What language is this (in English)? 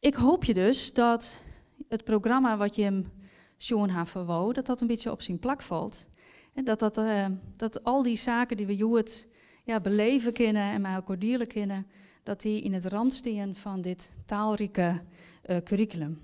Western Frisian